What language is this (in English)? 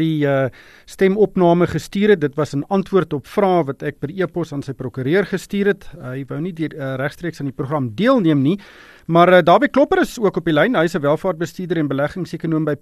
Afrikaans